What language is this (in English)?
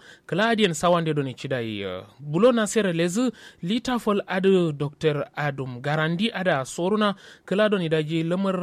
Kanuri